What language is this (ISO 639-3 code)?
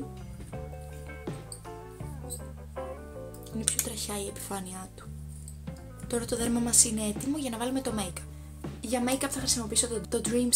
ell